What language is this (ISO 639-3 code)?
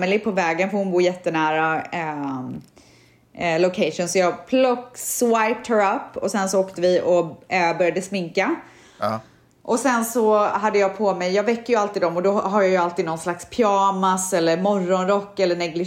swe